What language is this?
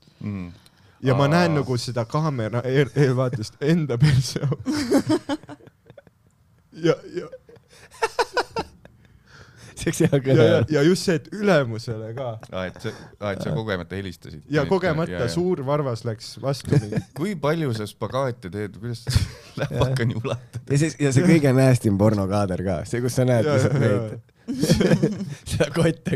Estonian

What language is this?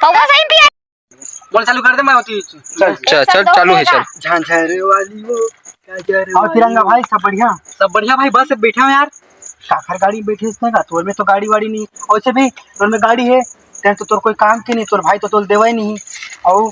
Chhattisgarhi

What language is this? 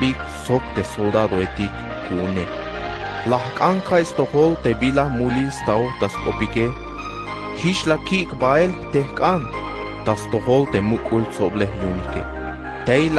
Tzeltal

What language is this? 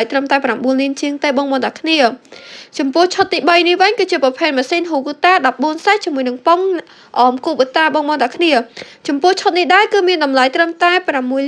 Khmer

